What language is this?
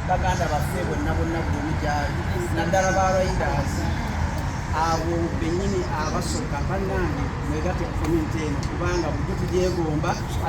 Soga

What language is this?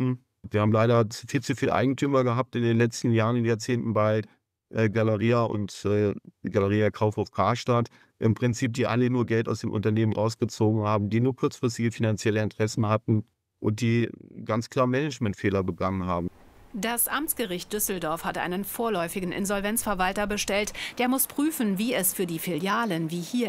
German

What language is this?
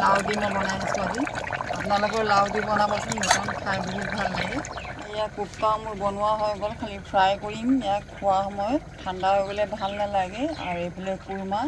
Assamese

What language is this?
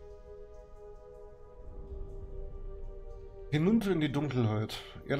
German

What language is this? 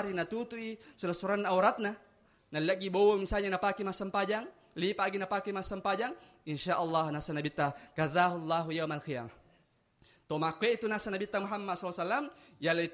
Buginese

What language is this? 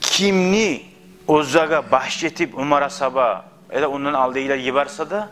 Kumyk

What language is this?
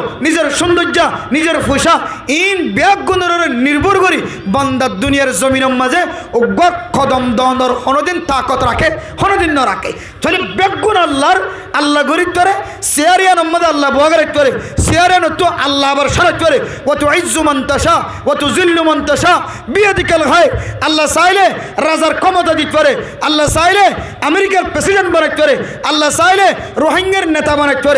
Rohingya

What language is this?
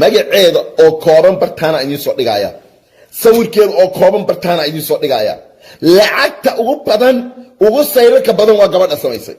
Somali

